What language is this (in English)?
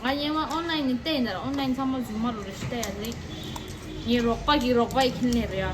Tibetan